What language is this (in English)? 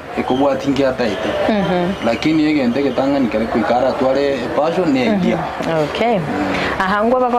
Gusii